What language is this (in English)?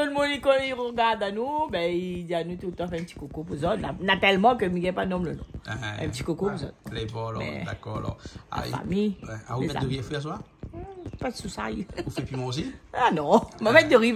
Réunion Creole French